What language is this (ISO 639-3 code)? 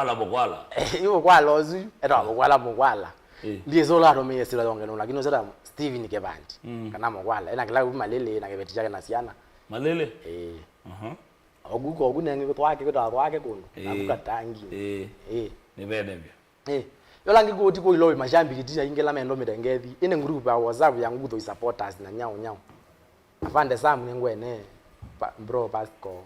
kam